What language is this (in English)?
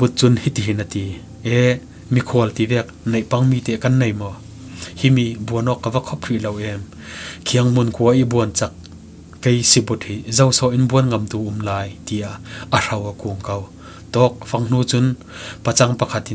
Falam Chin